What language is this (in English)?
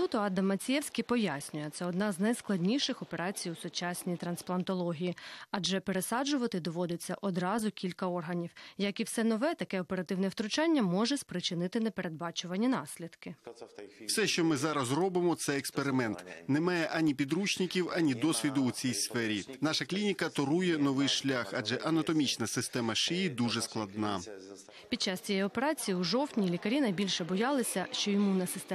Ukrainian